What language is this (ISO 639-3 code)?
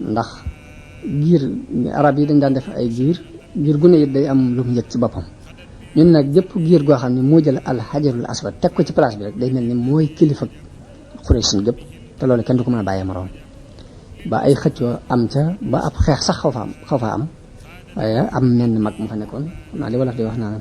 wol